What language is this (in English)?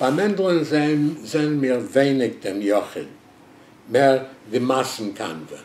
Yiddish